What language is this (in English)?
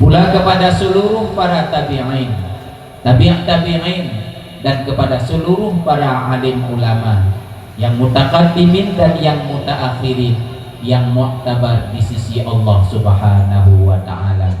Achinese